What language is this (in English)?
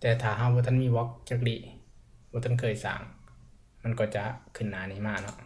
Lao